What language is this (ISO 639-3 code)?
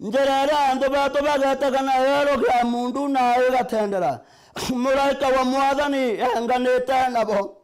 mer